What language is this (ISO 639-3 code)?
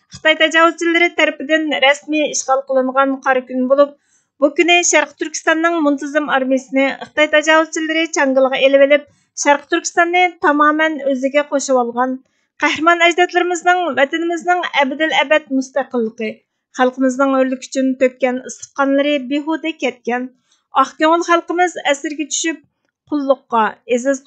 uig